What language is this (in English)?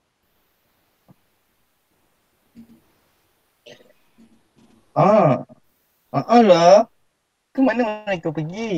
Malay